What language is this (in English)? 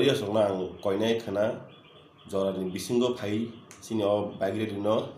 Kok Borok